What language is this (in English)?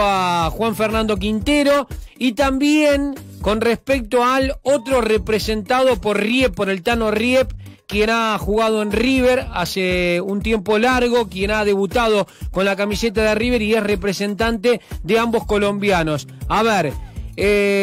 Spanish